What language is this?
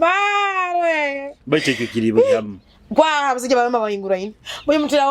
Nyoro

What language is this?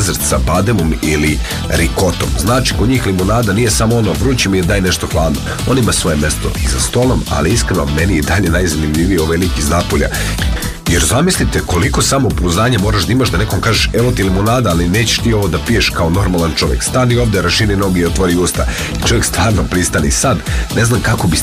Serbian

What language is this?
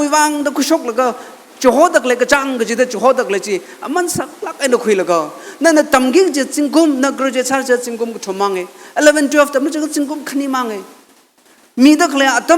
Tangkhul Naga (India)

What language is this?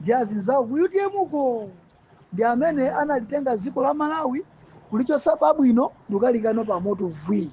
Nyanja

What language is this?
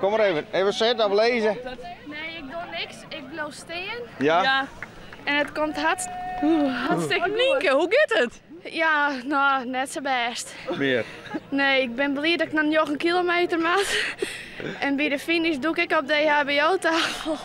Western Frisian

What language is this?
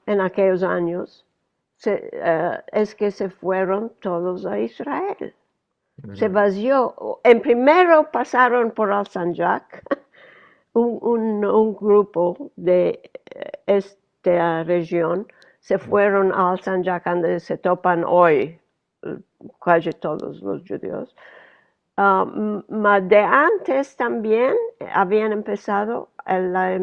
Ladino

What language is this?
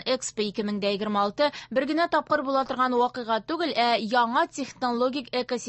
Tatar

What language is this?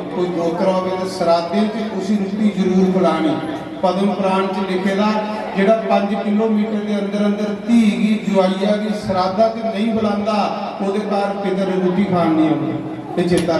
Dogri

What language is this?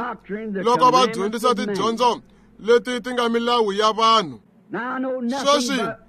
Tsonga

